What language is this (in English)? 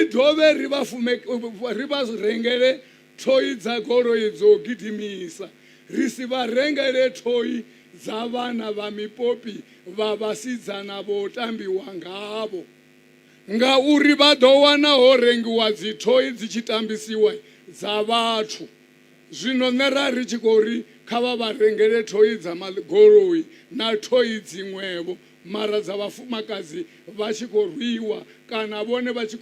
Venda